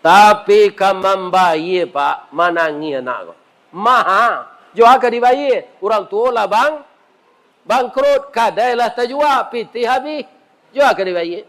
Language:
Minangkabau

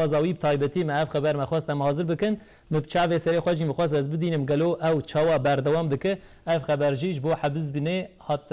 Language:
Kurdish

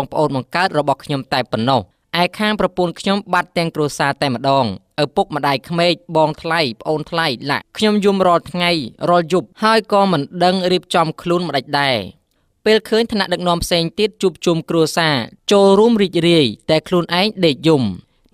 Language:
Khmer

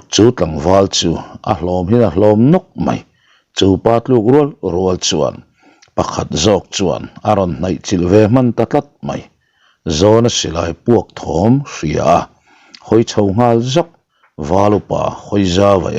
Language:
Mizo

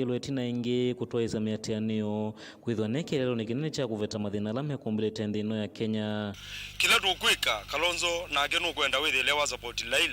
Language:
Kamba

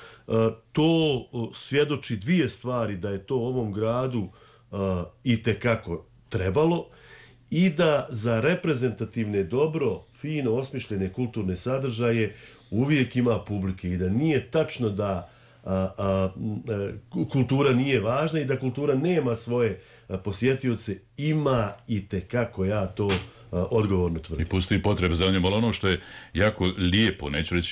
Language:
Serbian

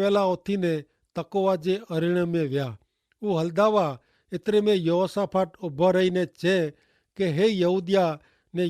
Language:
Kachhi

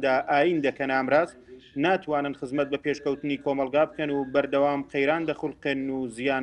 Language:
Central Kurdish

